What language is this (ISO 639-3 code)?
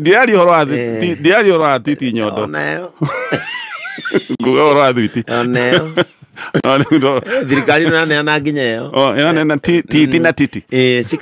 kik